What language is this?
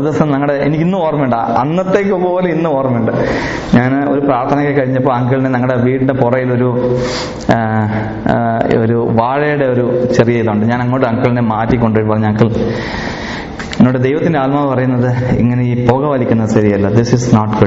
Malayalam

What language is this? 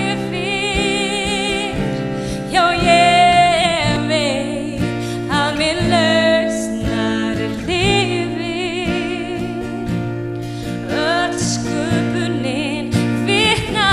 Icelandic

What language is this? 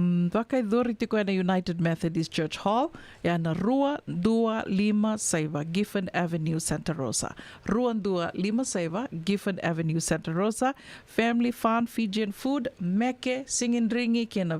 Fijian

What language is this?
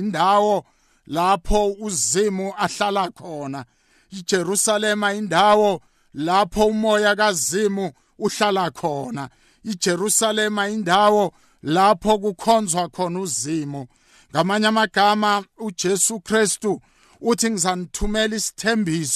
South Ndebele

